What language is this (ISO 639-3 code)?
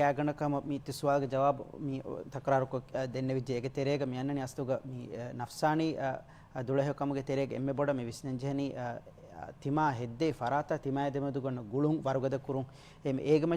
div